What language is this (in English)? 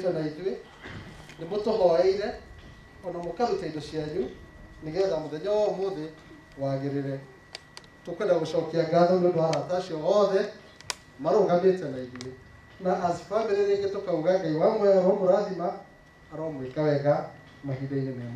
Kikuyu